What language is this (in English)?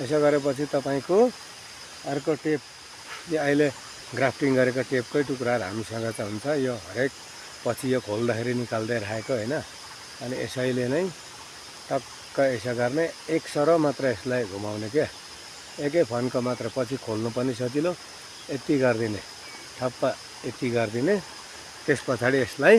Nepali